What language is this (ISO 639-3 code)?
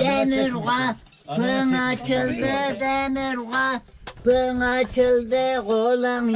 tur